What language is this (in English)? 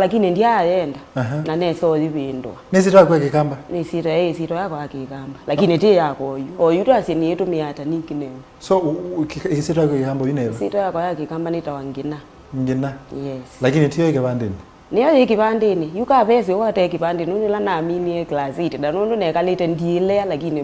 Kamba